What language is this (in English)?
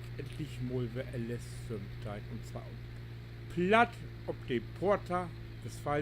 Low German